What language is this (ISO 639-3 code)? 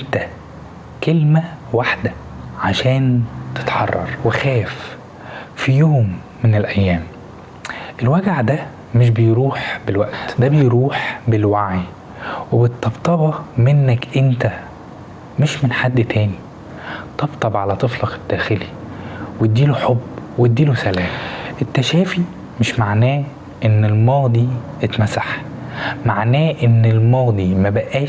arz